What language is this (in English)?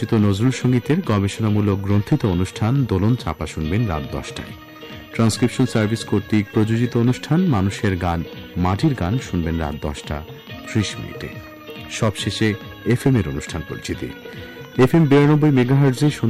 Bangla